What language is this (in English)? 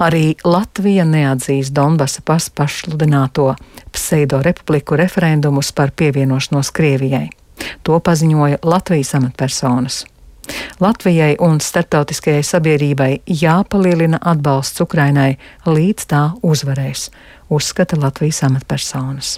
Latvian